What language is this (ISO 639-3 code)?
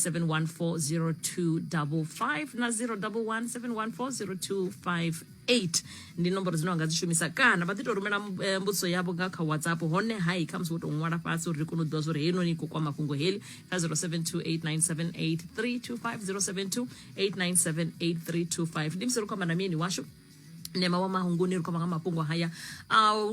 ven